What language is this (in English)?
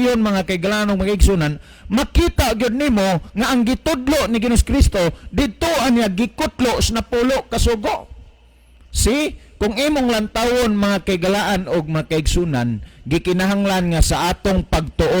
Cebuano